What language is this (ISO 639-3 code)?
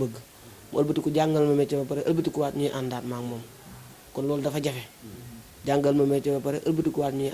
wol